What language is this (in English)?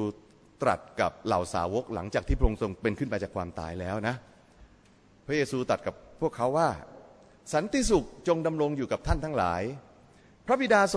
Thai